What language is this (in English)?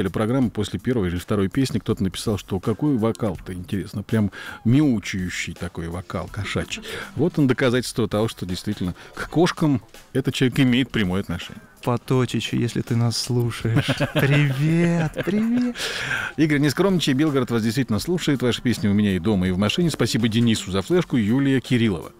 Russian